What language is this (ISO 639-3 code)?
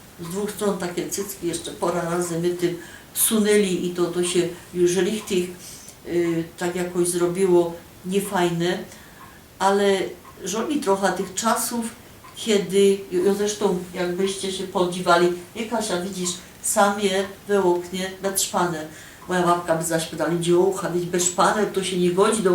szl